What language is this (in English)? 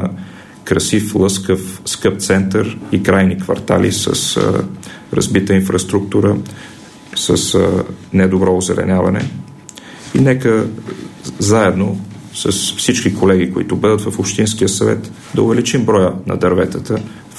Bulgarian